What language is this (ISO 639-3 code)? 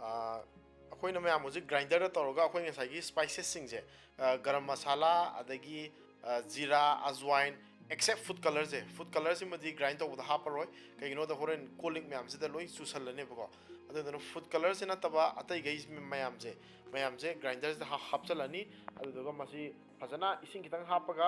mni